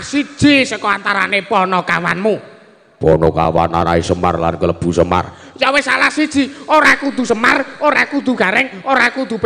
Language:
Javanese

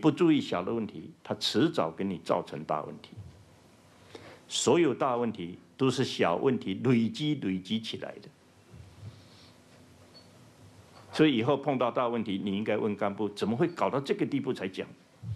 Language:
Chinese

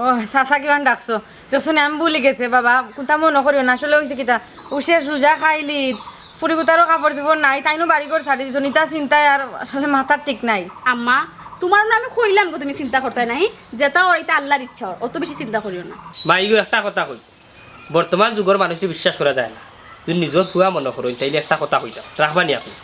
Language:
Sylheti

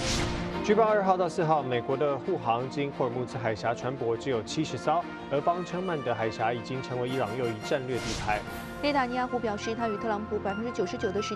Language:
Chinese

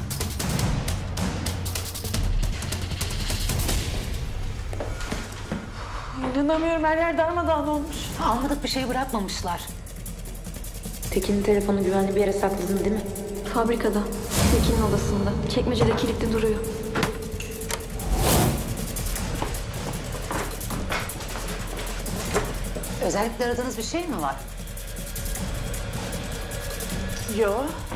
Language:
Turkish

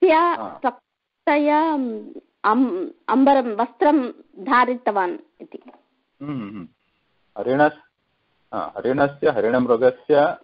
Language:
Sanskrit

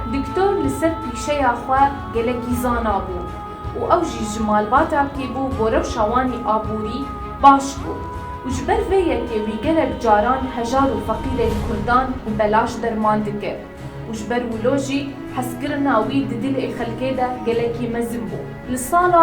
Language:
Kurdish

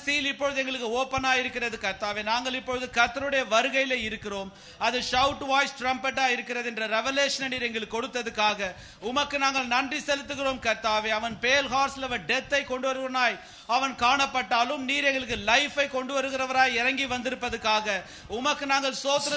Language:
Tamil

